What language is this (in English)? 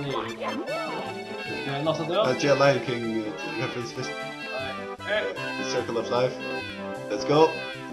Faroese